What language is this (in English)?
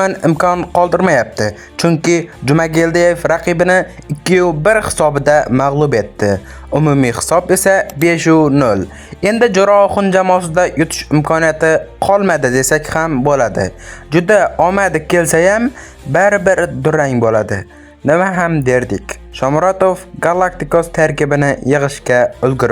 Uzbek